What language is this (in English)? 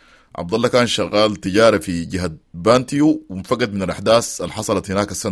Sudanese Arabic